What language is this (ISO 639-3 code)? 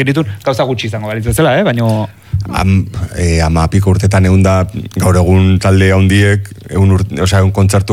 eus